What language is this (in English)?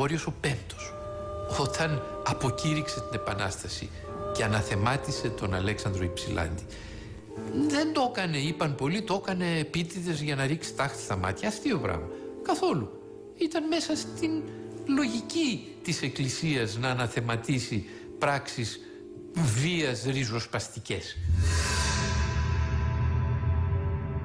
Greek